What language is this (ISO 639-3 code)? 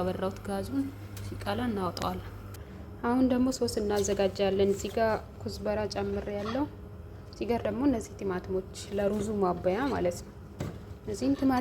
amh